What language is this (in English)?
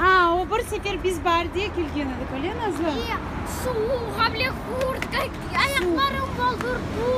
Crimean Tatar